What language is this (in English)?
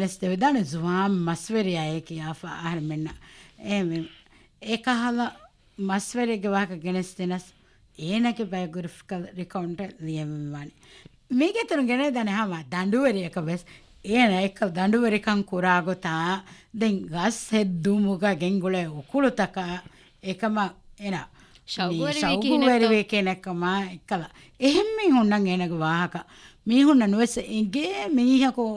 Divehi